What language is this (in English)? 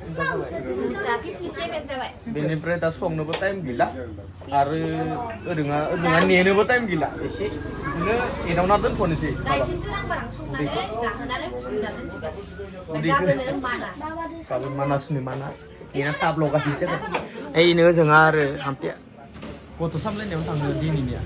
Bodo